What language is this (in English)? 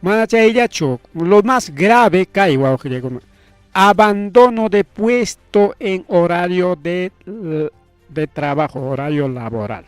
Ayacucho Quechua